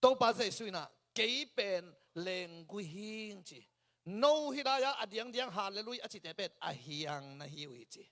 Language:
Tedim Chin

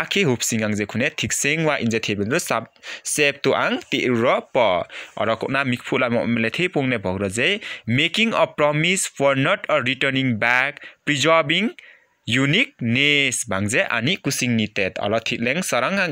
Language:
Limbu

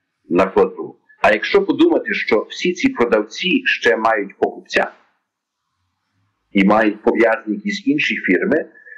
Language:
Ukrainian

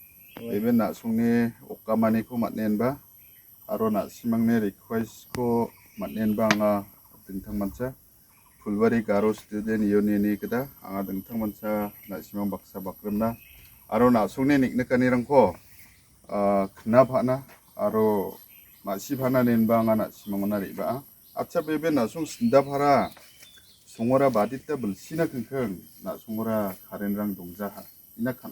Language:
Garo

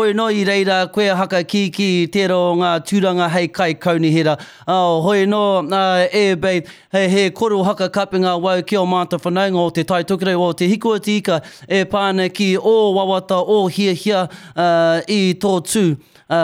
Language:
Māori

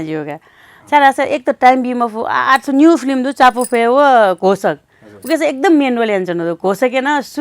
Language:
Newari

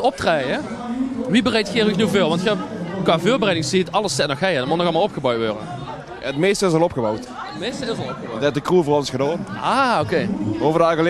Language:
Limburgish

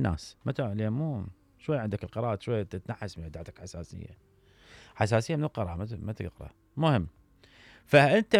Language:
Mesopotamian Arabic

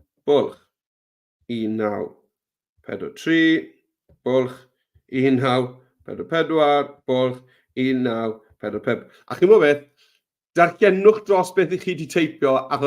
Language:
Welsh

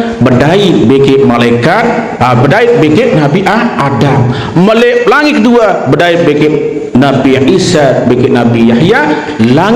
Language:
Sasak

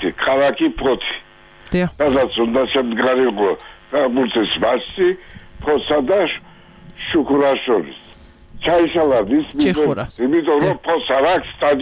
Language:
Georgian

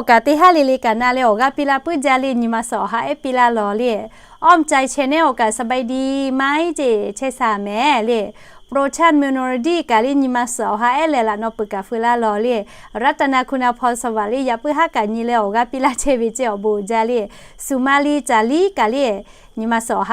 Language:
Lahu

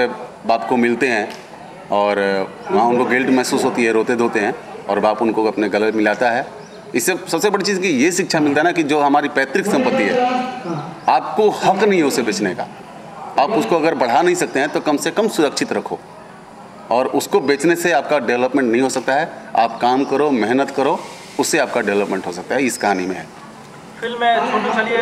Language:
Hindi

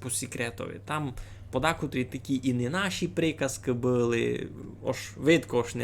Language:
Rusyn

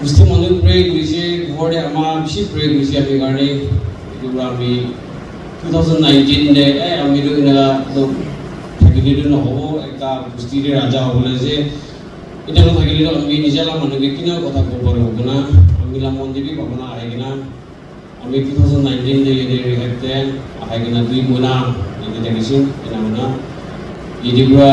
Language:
Naga Pidgin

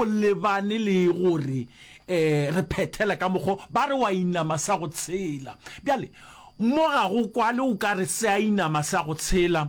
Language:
Northern Sotho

